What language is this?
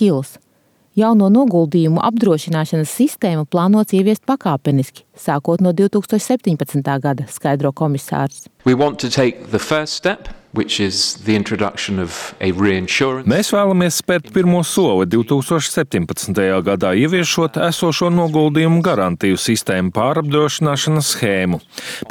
Latvian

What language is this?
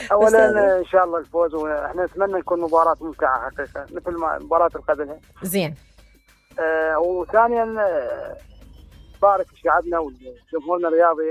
Mesopotamian Arabic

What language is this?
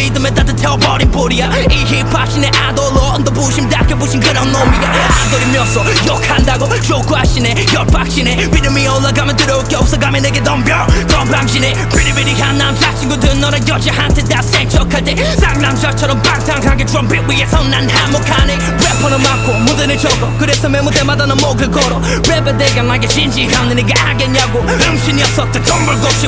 Korean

